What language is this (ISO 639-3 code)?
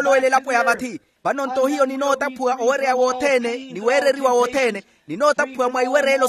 vmw